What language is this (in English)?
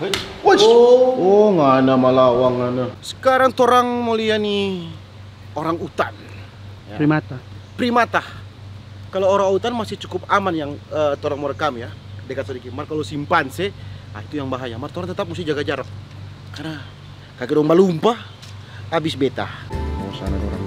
Manado Malay